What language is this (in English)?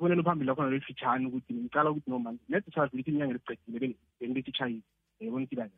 South Ndebele